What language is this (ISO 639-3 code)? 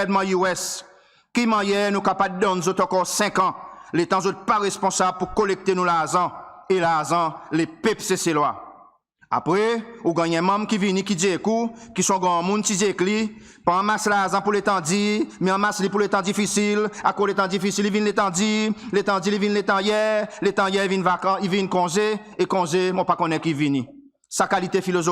crs